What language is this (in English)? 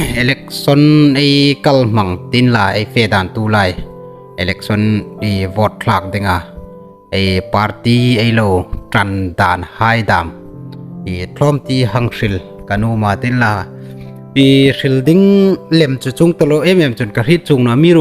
Hmar